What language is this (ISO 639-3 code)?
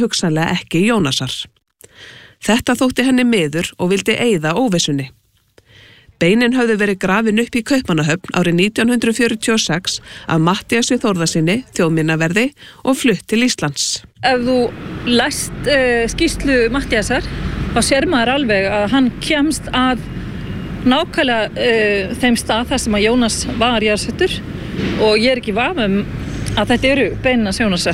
isl